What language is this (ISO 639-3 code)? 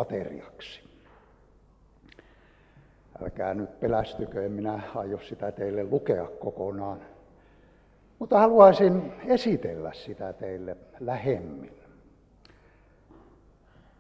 fin